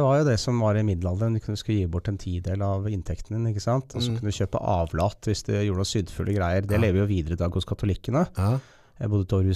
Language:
Norwegian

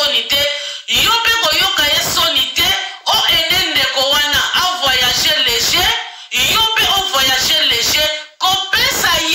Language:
Lingala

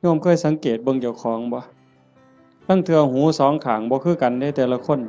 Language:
Northeastern Thai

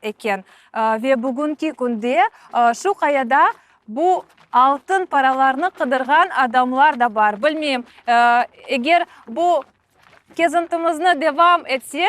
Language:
Crimean Tatar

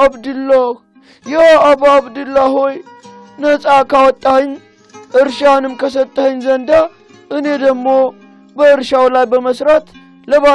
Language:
Amharic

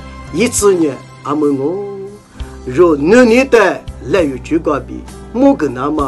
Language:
Lisu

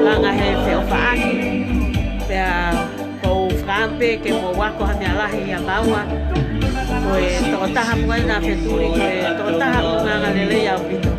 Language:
Tongan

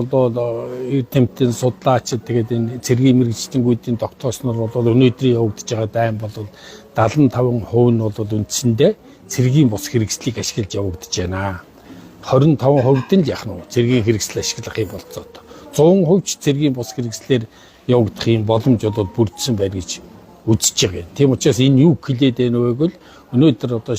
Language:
Mongolian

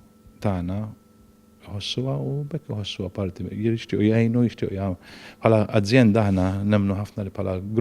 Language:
Maltese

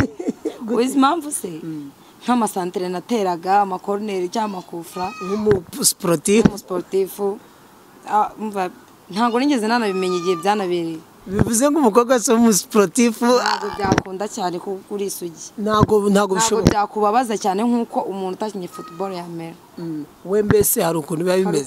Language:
Kinyarwanda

